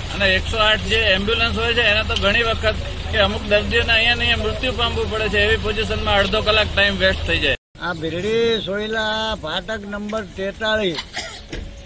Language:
Gujarati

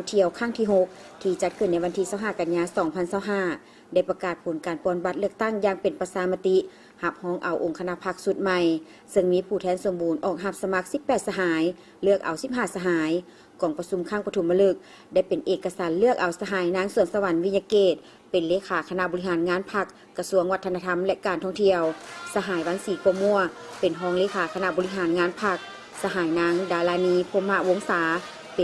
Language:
Lao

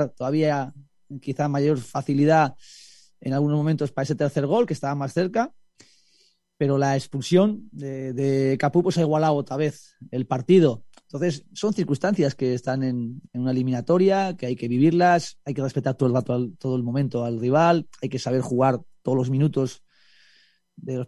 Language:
Spanish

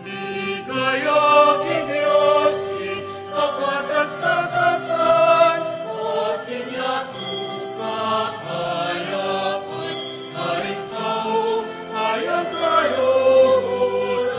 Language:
Pampanga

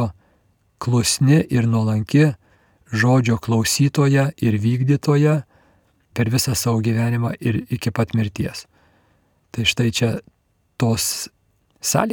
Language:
Lithuanian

